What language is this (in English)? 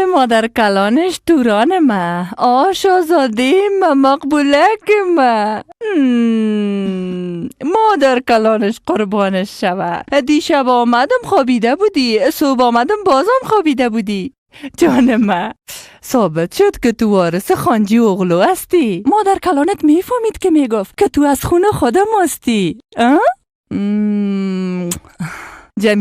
Persian